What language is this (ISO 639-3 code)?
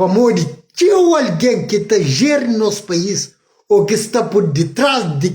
kea